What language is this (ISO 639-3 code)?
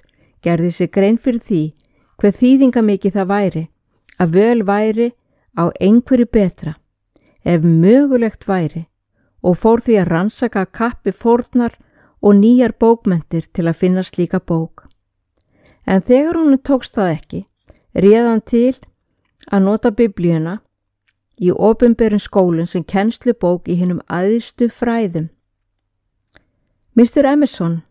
isl